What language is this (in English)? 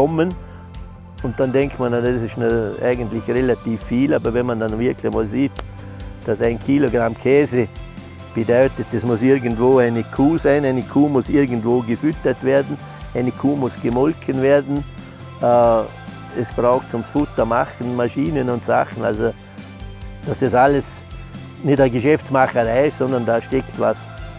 Bavarian